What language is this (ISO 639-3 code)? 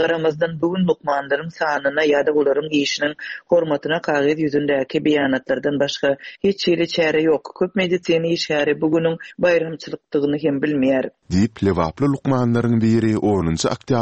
tuk